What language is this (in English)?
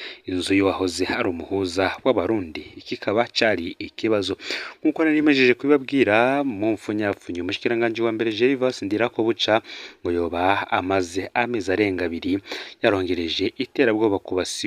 Rundi